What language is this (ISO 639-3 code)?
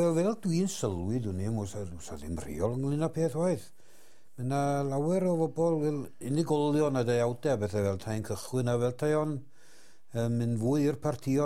cym